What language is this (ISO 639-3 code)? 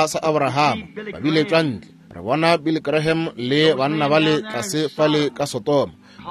nso